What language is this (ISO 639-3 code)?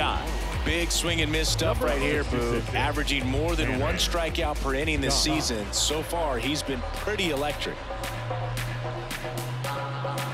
eng